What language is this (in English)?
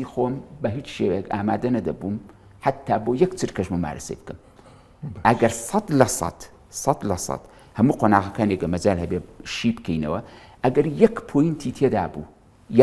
Central Kurdish